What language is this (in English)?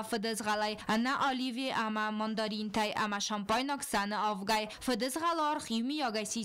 Ossetic